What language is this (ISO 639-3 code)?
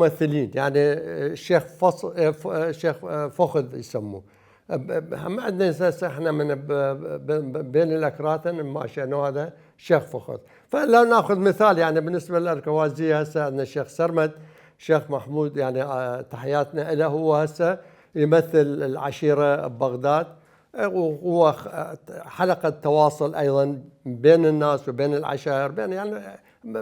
acm